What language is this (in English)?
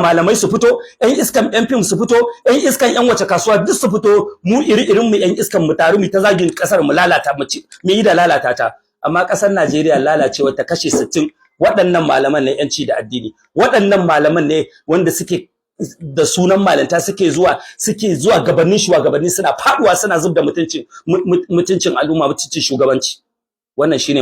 Hausa